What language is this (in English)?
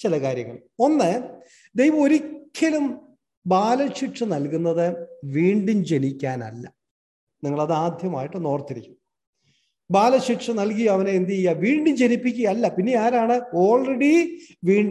Malayalam